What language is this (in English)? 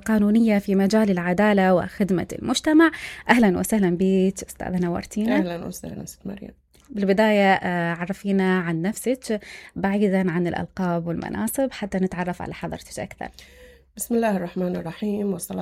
Mesopotamian Arabic